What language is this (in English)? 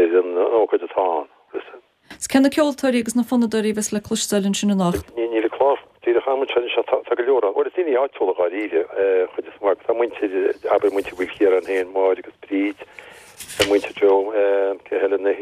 Irish